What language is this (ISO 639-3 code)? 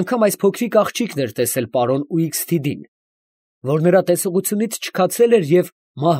hye